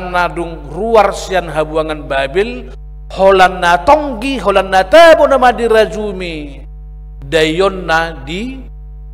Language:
Batak Toba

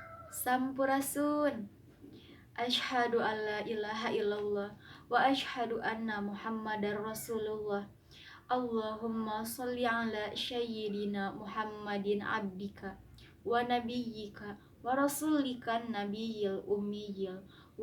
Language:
Sundanese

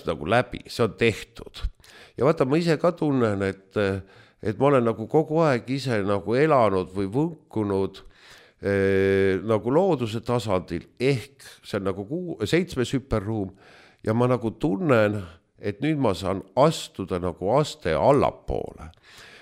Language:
Estonian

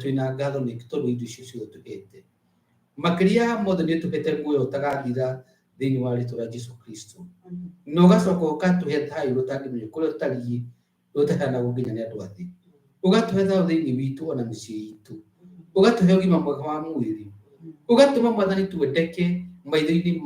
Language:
Kikuyu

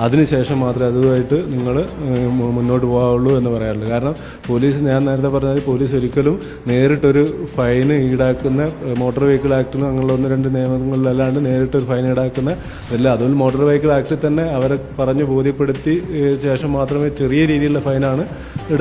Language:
Malayalam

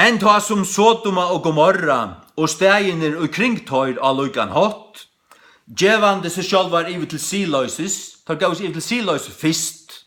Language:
Faroese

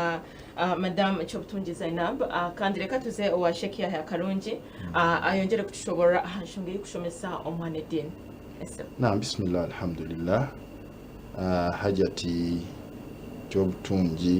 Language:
Nyankole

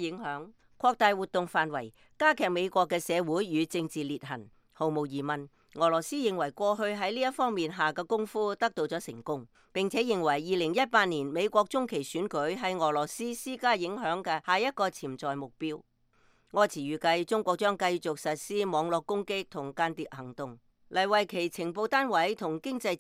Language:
Cantonese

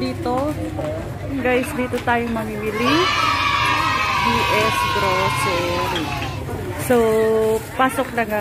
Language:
Filipino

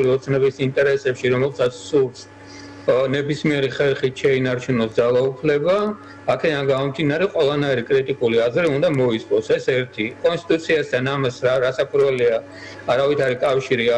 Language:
Georgian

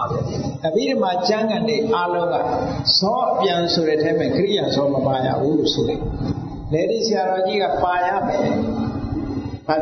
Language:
Burmese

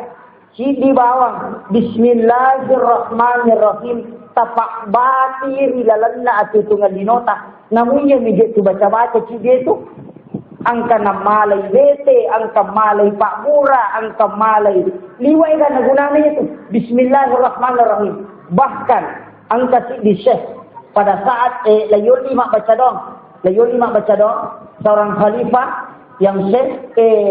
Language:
Buginese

